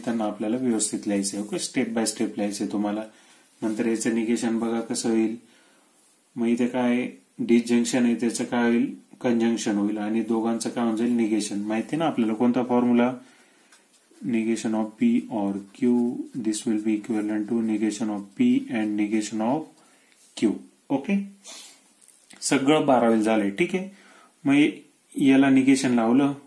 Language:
Marathi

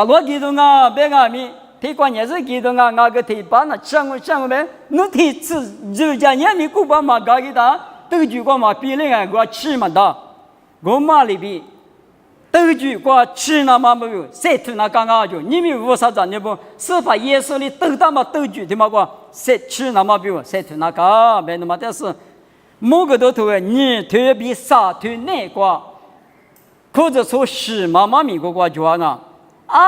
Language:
Lisu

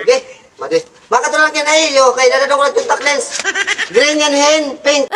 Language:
Waray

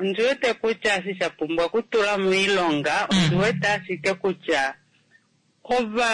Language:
Kuanyama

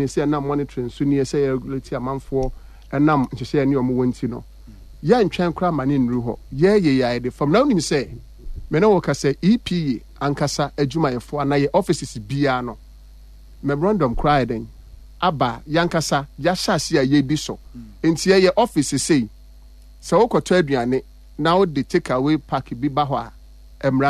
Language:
Akan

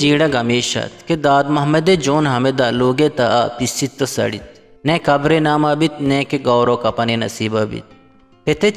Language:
Eastern Balochi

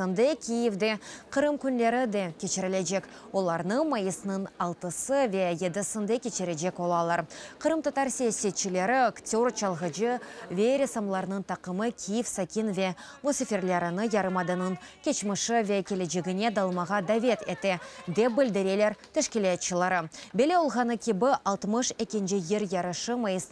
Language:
Crimean Tatar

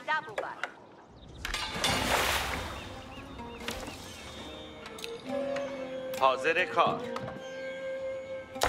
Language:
Persian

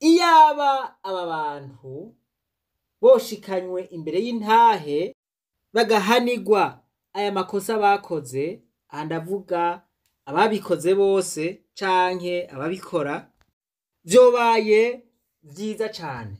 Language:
Rundi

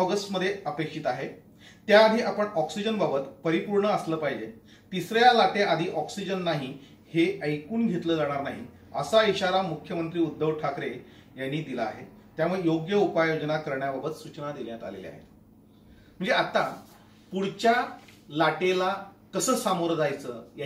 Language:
Marathi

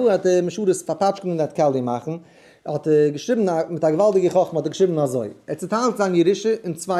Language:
Yiddish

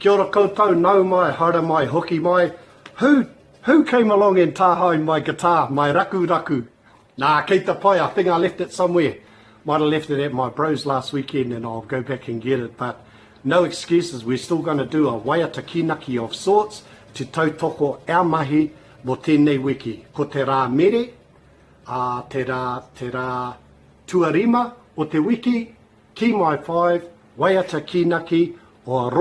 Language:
Māori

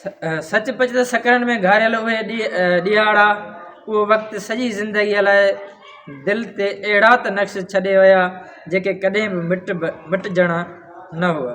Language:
Sindhi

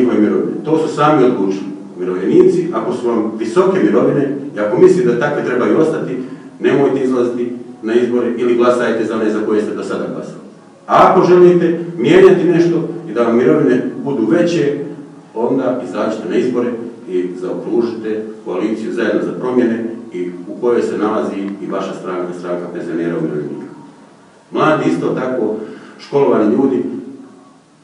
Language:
Croatian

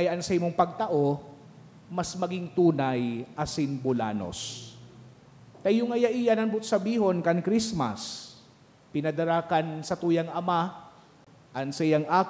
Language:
Bikol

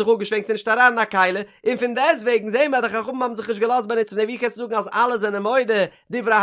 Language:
Yiddish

